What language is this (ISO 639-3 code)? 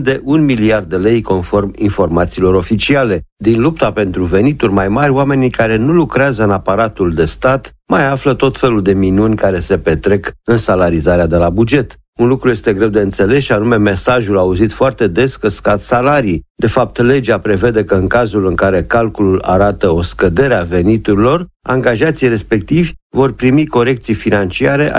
ron